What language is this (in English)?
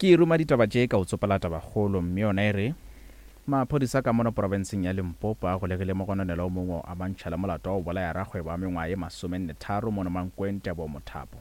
Northern Sotho